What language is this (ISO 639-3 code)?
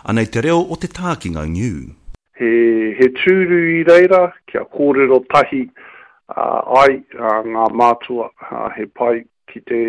mri